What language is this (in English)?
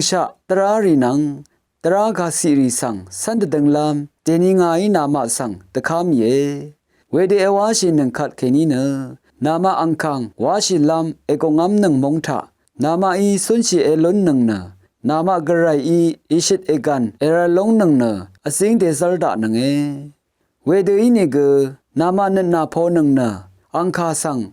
Rawang